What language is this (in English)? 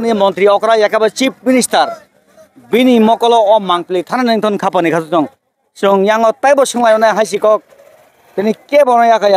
Kok Borok